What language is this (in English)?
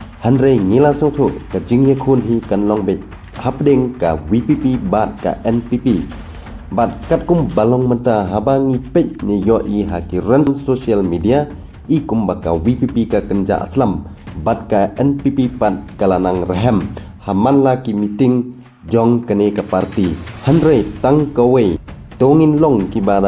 Khasi